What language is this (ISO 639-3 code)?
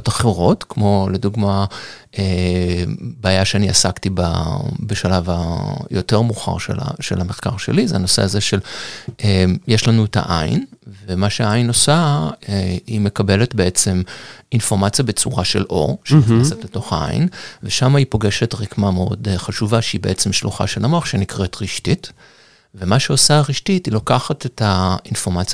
heb